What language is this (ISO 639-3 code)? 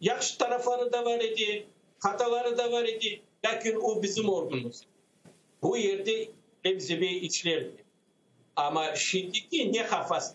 crh